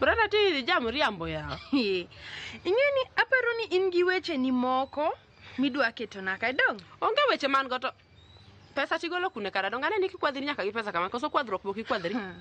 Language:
Luo (Kenya and Tanzania)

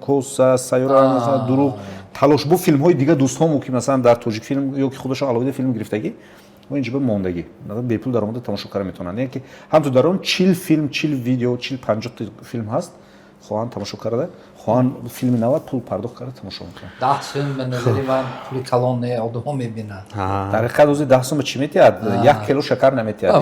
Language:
Tajik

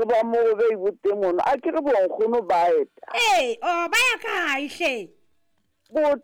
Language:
Southern Sotho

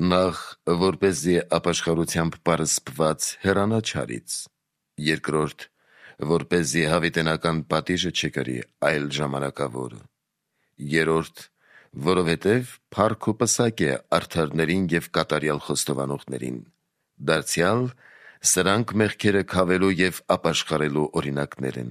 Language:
Armenian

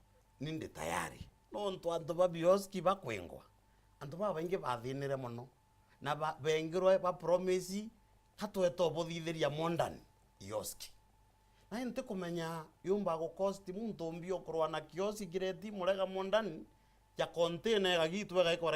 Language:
Meru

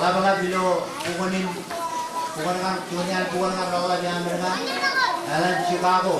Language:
Marshallese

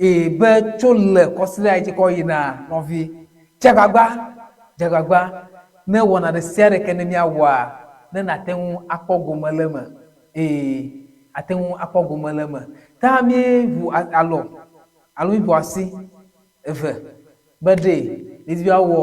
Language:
Ewe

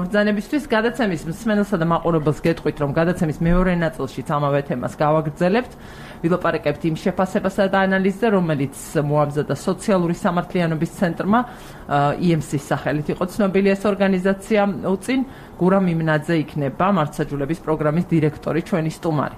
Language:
Georgian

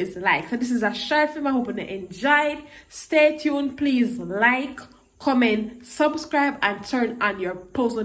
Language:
Jamaican Creole English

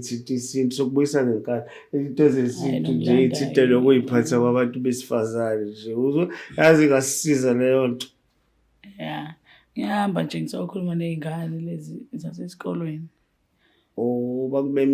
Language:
Zulu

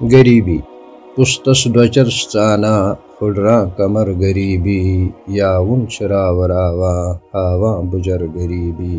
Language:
Kashmiri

